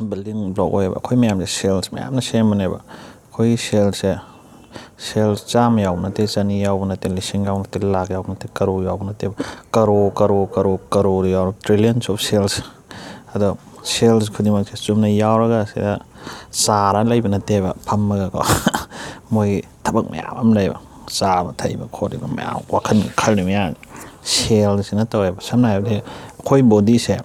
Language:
Manipuri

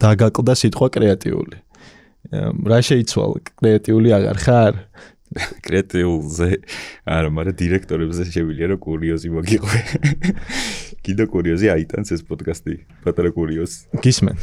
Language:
Georgian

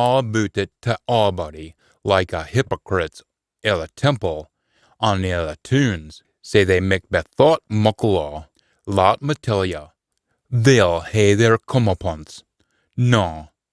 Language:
Scots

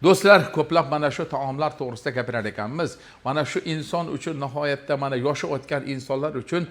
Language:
Uzbek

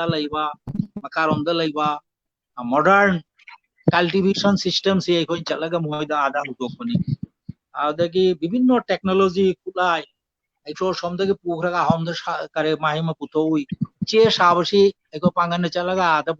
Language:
Manipuri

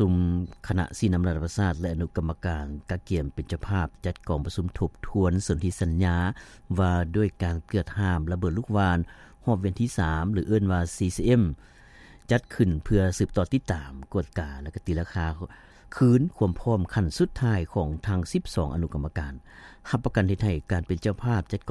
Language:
Lao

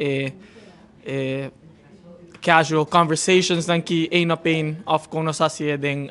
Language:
Papiamento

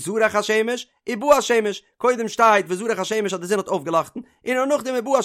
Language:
Yiddish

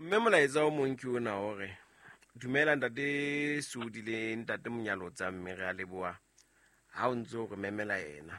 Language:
Southern Sotho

